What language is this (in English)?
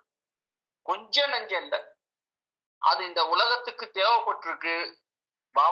Tamil